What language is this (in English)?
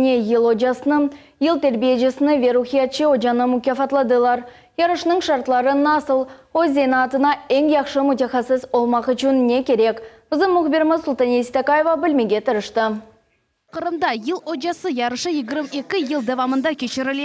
Crimean Tatar